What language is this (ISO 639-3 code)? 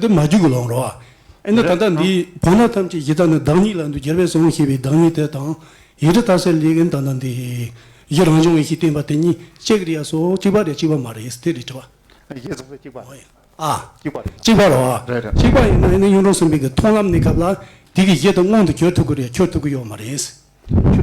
bod